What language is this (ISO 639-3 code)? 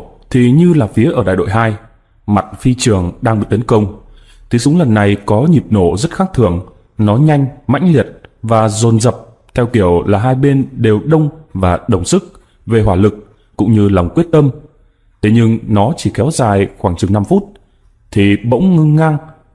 vie